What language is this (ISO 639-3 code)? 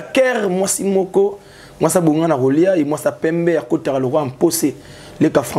lin